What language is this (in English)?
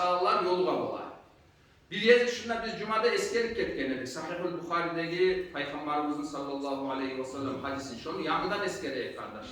Kumyk